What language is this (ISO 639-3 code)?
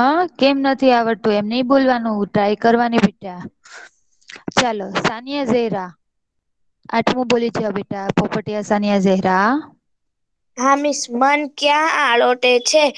guj